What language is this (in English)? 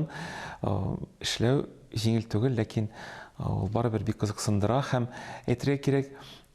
Tatar